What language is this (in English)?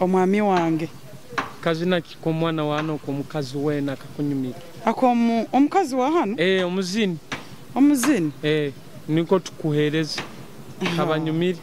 Nyoro